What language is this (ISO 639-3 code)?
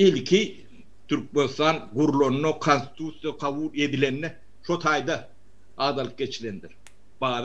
tuk